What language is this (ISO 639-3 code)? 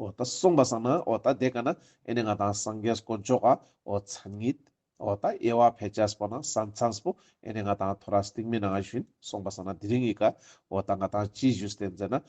lbj